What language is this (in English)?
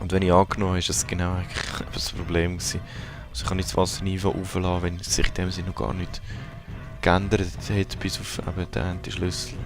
Swiss German